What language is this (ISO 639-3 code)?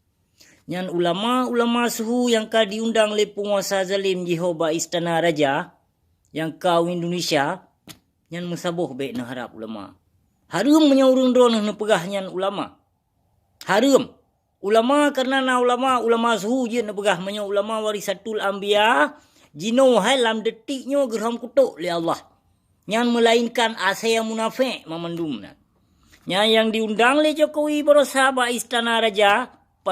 ace